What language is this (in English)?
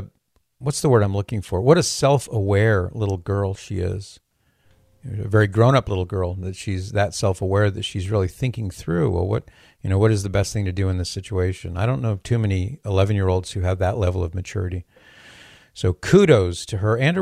English